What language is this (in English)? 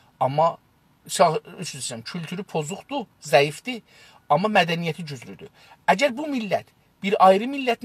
South Azerbaijani